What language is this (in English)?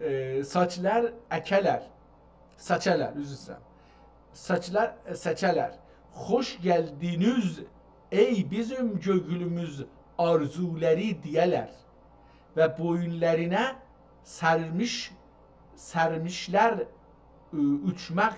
South Azerbaijani